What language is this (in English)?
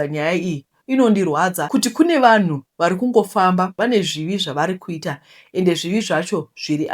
Shona